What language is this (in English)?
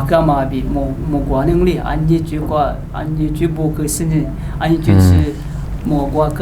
Lisu